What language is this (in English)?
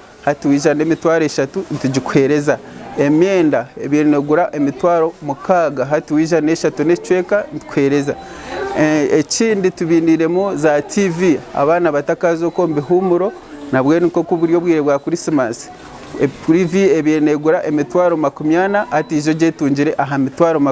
Nyankole